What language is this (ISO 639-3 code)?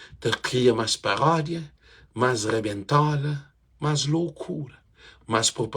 kea